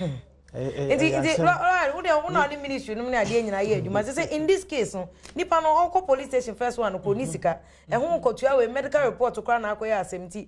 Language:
Akan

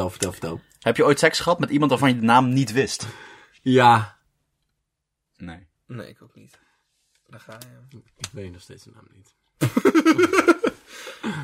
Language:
Dutch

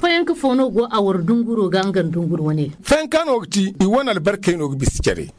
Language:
Zarma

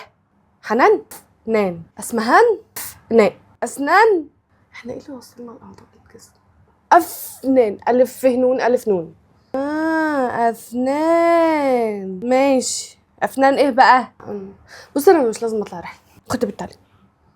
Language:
Egyptian Arabic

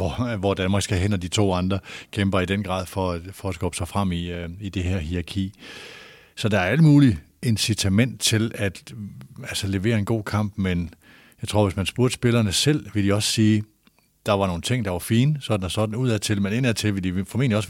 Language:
Danish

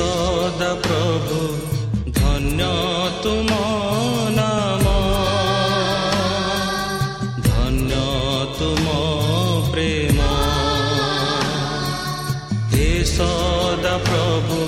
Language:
Odia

